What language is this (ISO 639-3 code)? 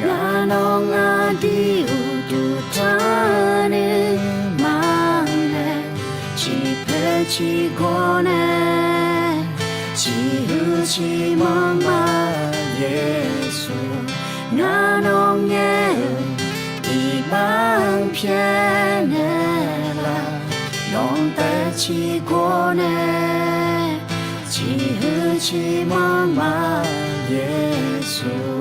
ahk